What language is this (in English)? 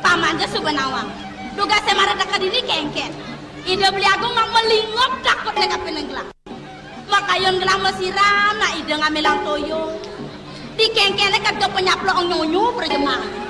Balinese